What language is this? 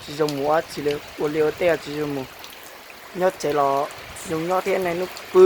Hmong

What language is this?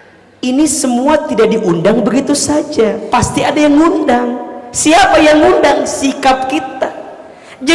Indonesian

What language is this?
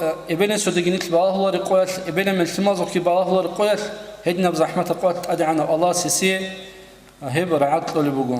Avaric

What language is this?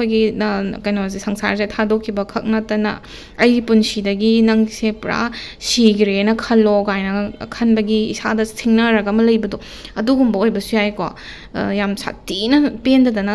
Manipuri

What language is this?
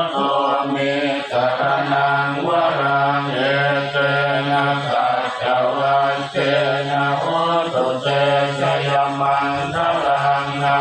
Pali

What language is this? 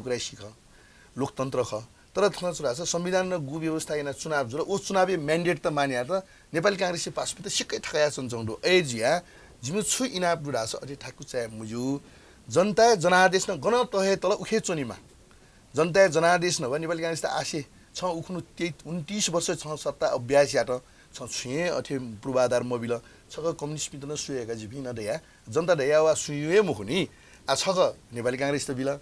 Newari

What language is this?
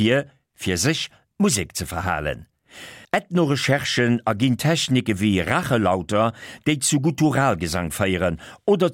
Luxembourgish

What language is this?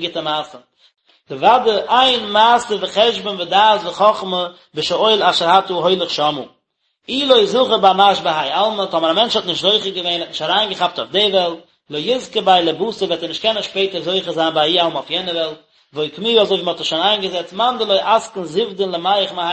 Yiddish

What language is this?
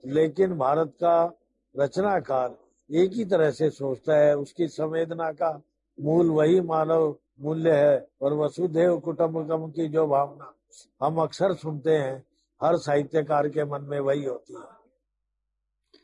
Hindi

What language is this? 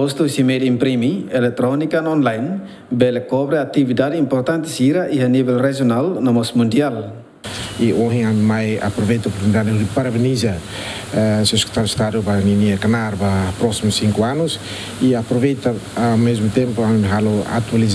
Tetum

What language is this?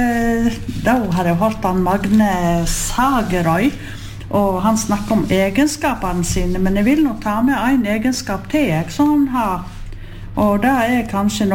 Norwegian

